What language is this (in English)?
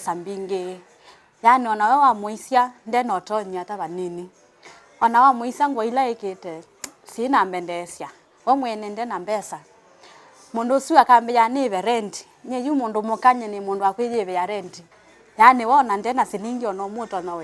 Kamba